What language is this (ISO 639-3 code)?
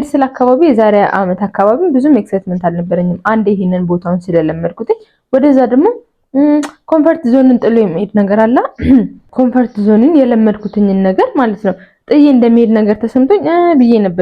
amh